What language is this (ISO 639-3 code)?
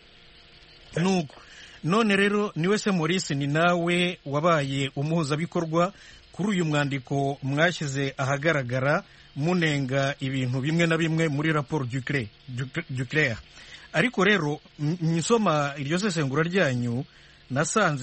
kin